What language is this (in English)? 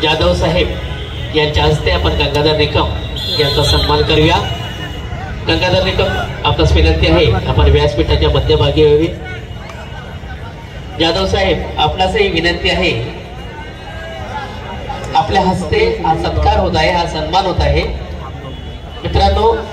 Marathi